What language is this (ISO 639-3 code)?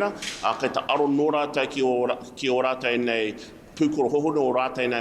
mri